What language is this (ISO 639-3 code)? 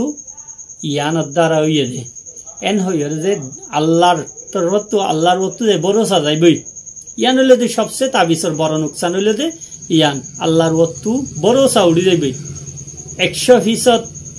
rhg